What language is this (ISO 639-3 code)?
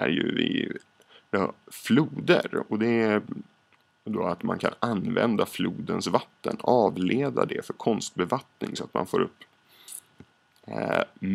swe